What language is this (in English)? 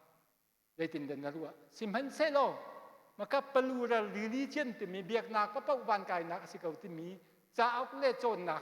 Hakha Chin